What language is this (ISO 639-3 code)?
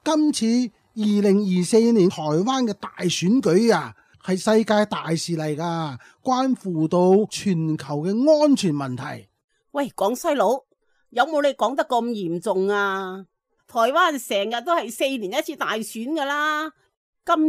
yue